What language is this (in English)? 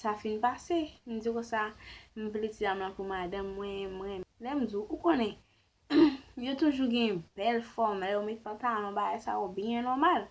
Haitian Creole